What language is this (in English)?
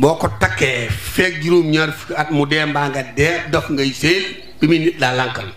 Wolof